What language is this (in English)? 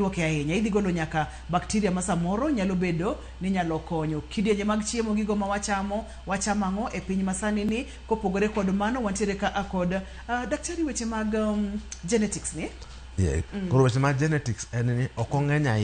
Luo (Kenya and Tanzania)